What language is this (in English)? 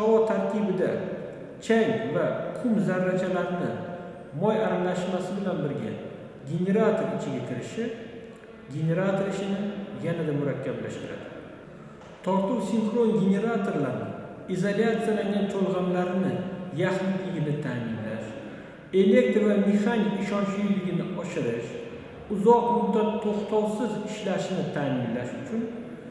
Uzbek